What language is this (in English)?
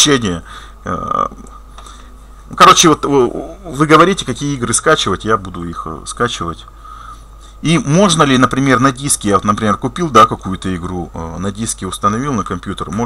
Russian